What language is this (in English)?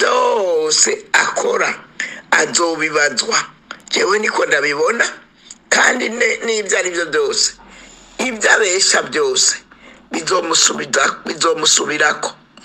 Rundi